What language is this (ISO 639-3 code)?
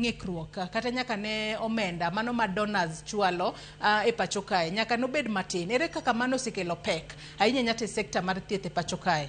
luo